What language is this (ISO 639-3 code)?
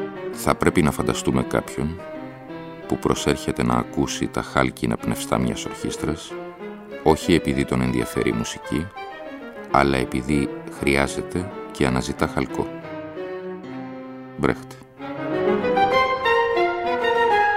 ell